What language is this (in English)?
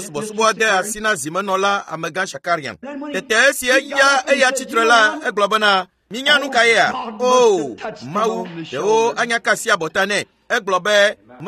Ewe